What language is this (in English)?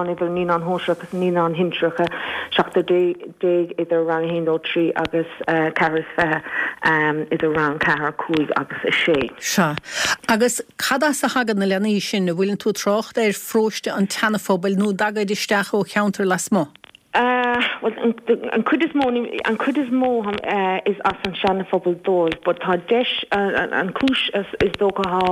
Irish